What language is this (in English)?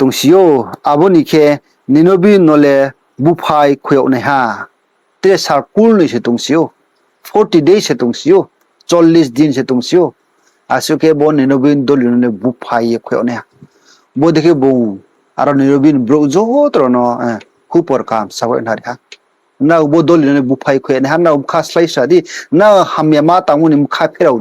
Riang (India)